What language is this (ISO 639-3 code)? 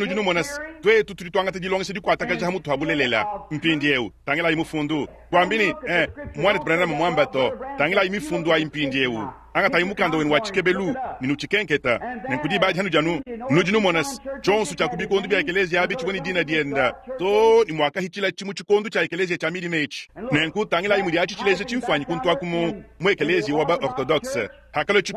lua